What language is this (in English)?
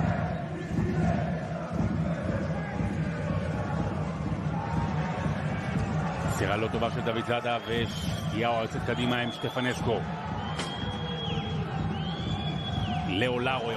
Hebrew